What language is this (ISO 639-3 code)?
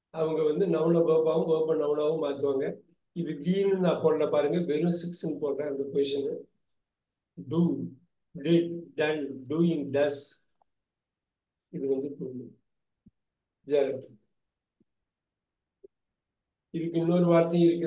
tam